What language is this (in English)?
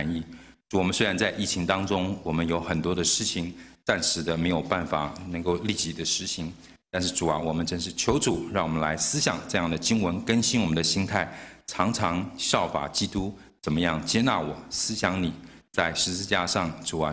Chinese